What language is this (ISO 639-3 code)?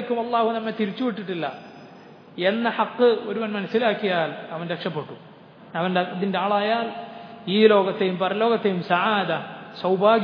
mal